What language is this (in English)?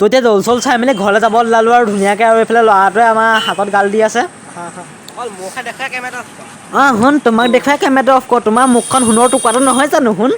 Assamese